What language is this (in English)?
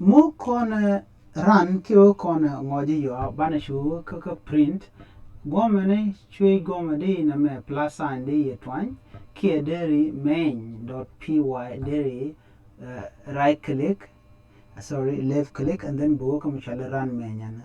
Nuer